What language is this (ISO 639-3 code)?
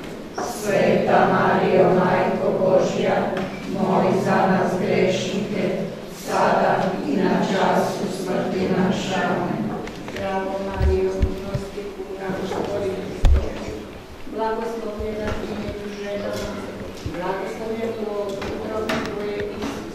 hrv